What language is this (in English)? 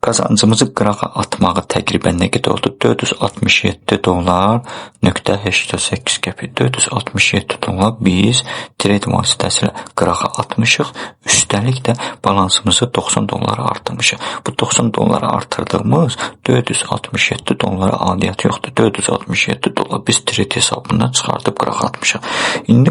Azerbaijani